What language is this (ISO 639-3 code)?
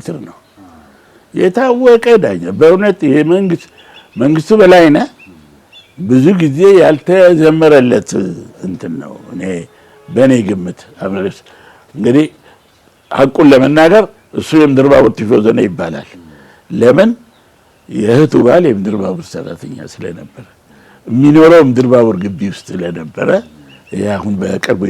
amh